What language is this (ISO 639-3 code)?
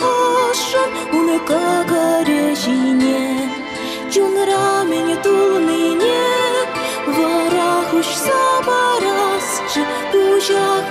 chv